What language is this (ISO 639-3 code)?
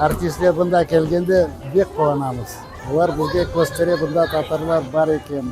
crh